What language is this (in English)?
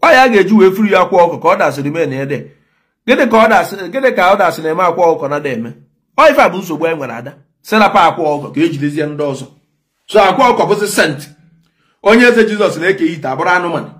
Igbo